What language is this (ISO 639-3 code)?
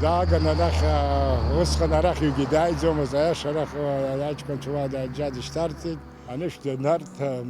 abk